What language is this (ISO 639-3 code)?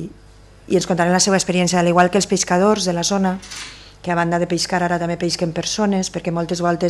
cat